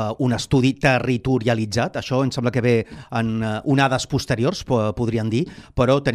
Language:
Catalan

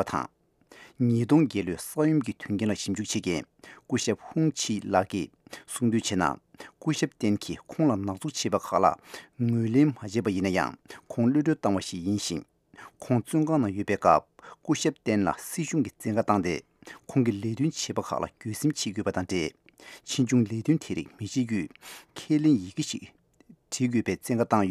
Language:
Tibetan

